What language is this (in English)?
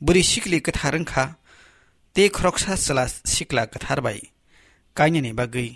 Kok Borok